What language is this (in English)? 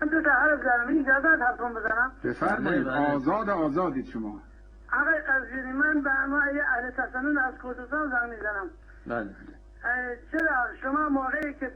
Persian